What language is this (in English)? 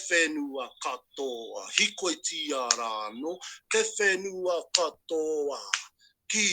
Māori